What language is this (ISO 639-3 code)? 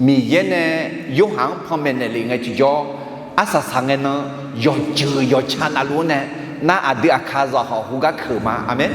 ahk